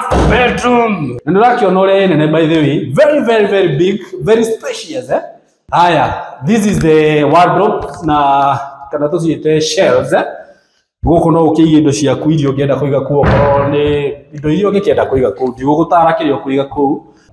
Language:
Kikuyu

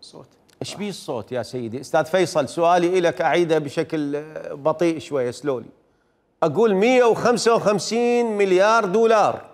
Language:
Mesopotamian Arabic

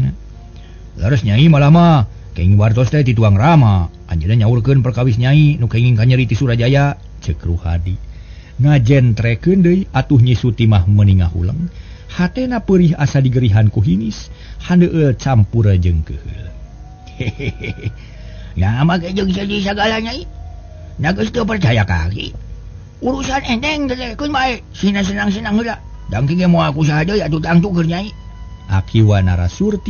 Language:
Sundanese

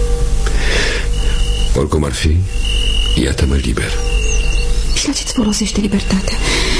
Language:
Romanian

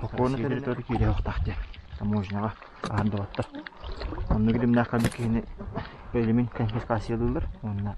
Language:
Yakut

